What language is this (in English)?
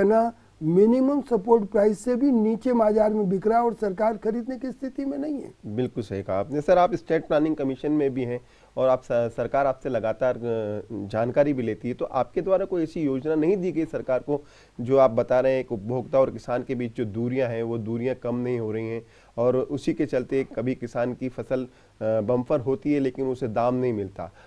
Hindi